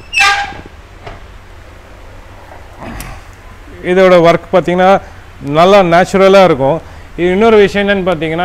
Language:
Tamil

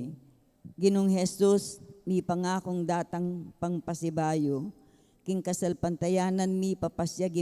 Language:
Pampanga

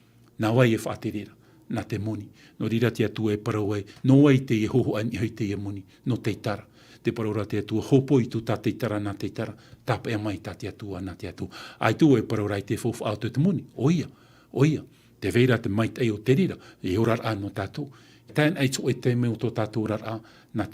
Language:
Tahitian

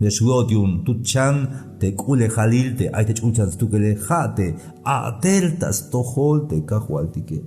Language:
Tzeltal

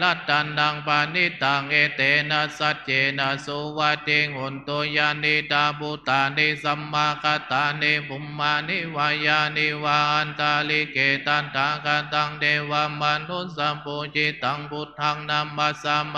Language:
Pali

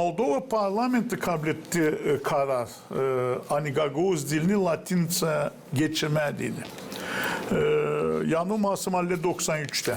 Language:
Gagauz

